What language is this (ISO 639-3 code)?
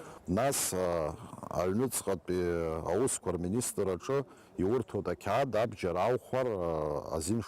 abk